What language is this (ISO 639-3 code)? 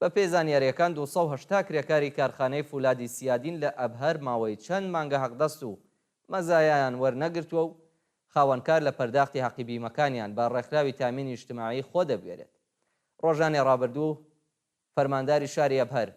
ckb